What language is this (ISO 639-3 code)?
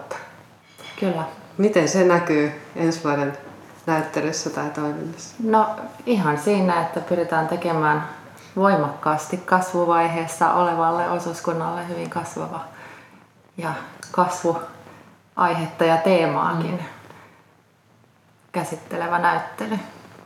fin